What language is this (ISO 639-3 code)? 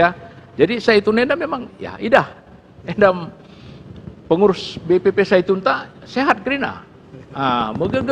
btx